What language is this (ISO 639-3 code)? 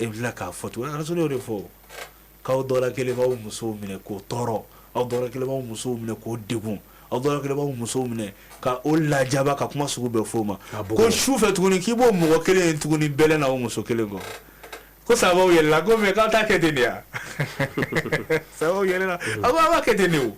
bam